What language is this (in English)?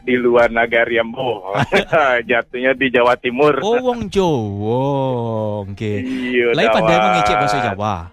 Minangkabau